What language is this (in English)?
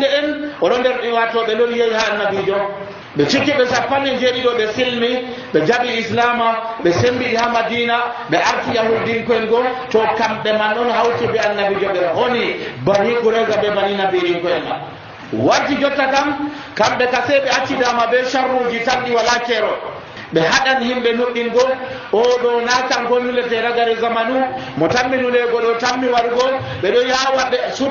Nigerian Fulfulde